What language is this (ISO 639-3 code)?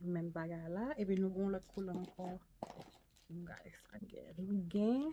hat